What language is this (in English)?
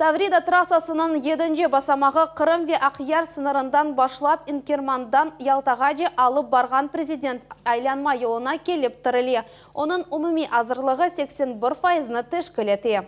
Crimean Tatar